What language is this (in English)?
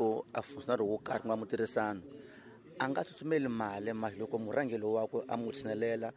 Tsonga